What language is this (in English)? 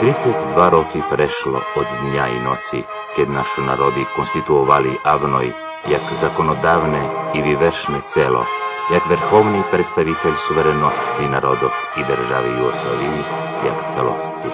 Rusyn